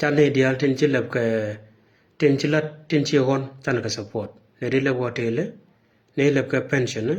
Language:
Nuer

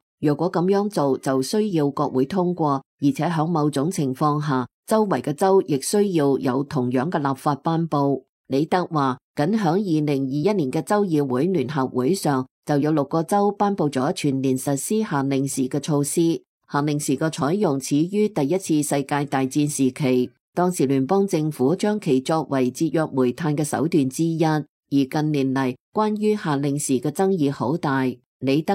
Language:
Cantonese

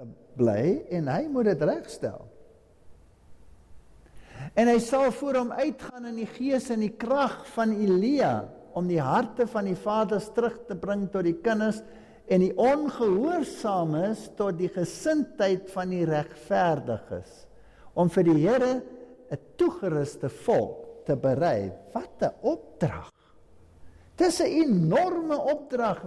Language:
Afrikaans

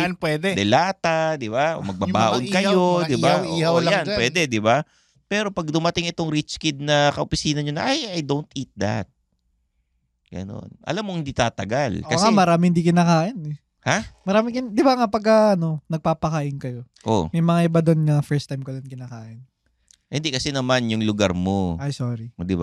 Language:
Filipino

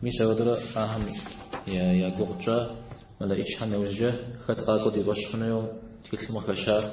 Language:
Kabardian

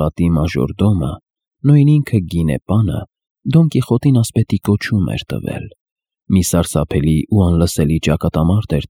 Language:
Armenian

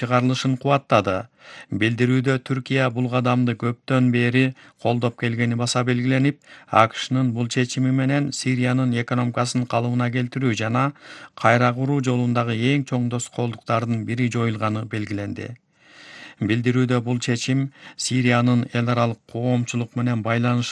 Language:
Kyrgyz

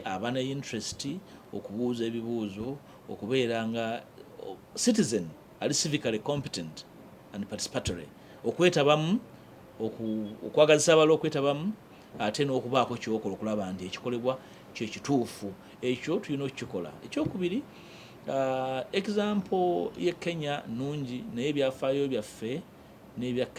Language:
Ganda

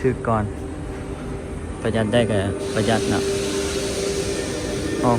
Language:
Lao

